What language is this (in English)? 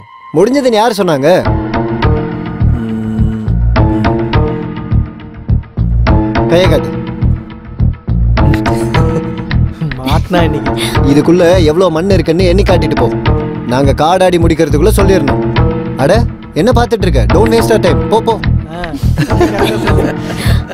Tamil